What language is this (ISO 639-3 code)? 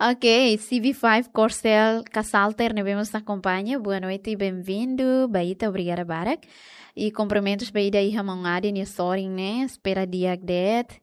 tet